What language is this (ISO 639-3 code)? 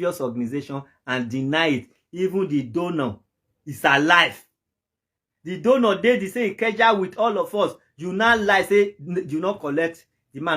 pcm